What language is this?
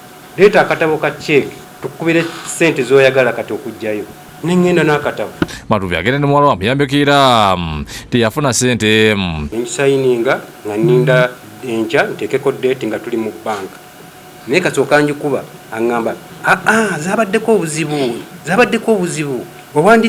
Ganda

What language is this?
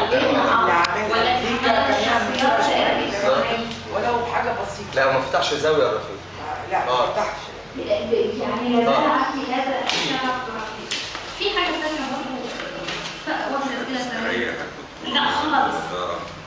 Egyptian Arabic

